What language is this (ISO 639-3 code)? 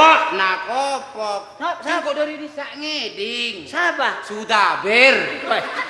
mad